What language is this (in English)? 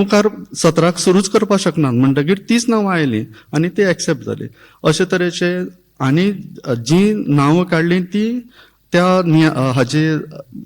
Konkani